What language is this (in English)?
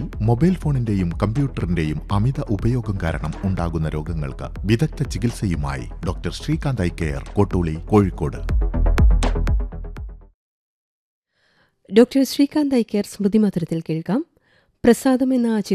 Malayalam